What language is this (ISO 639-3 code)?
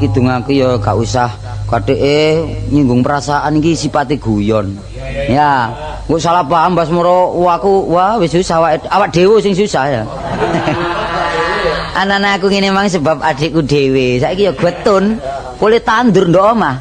jav